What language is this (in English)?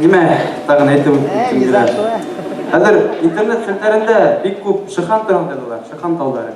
Bashkir